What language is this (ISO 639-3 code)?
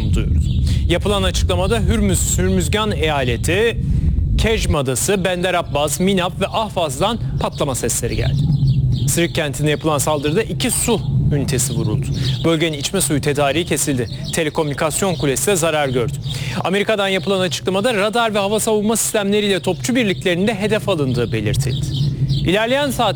tur